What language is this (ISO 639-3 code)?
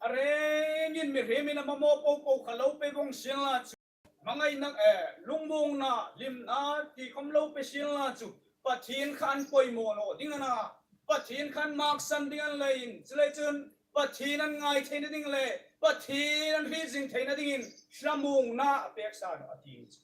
hmr